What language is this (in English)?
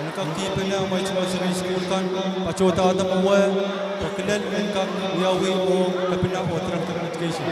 Pohnpeian